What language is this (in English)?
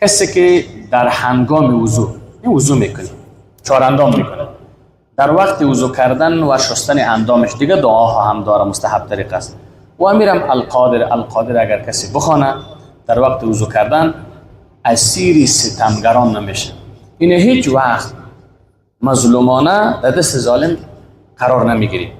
Persian